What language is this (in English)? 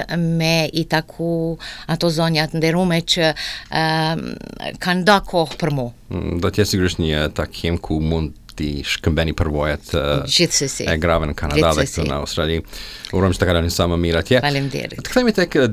Albanian